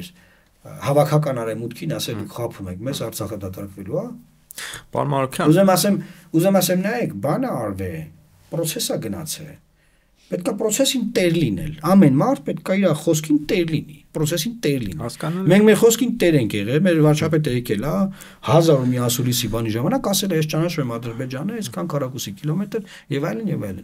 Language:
Armenian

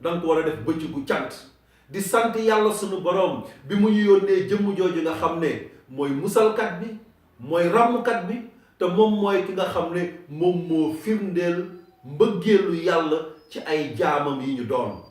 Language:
Wolof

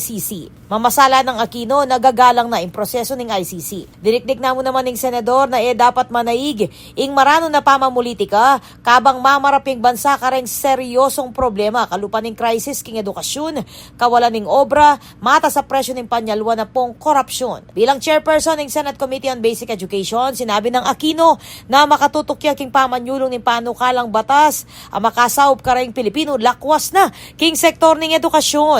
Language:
Pampanga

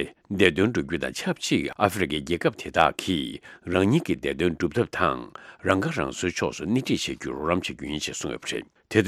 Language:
Tibetan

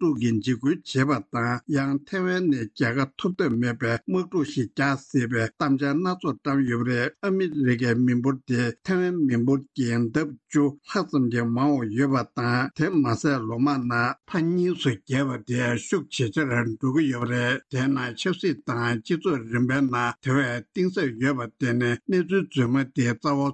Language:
Tibetan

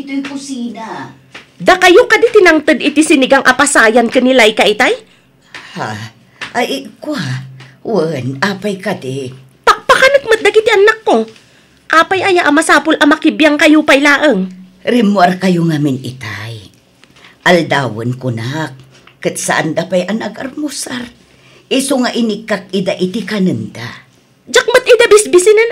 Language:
Iloko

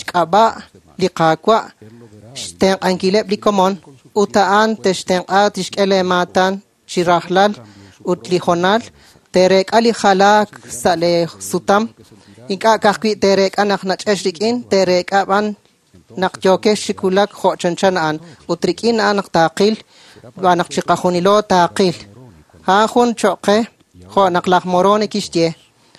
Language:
Kekchí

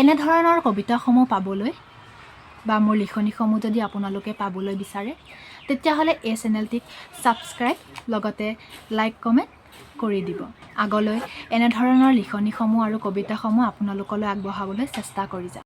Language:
Assamese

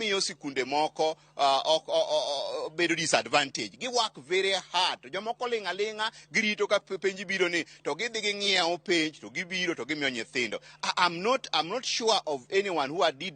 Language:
Luo (Kenya and Tanzania)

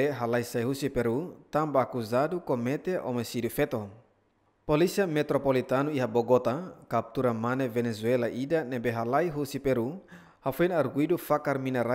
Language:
Tetum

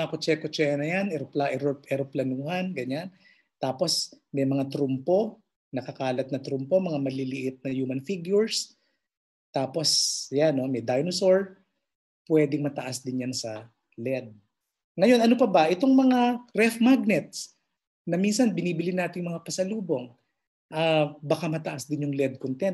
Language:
Filipino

